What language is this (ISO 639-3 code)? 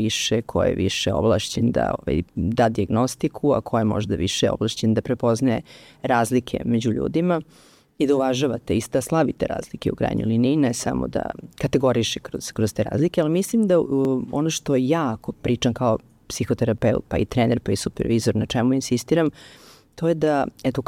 srp